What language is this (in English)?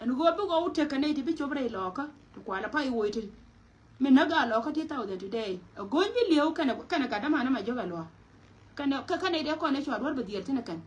Nuer